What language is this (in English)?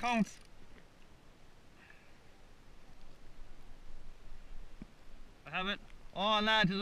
English